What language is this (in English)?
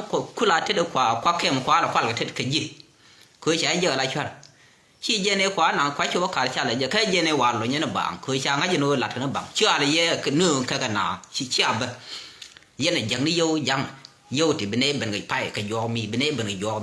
Nuer